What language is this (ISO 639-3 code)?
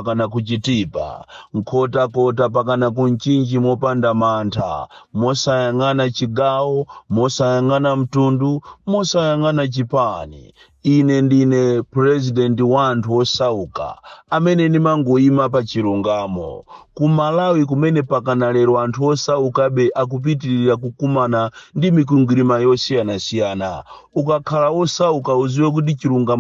nya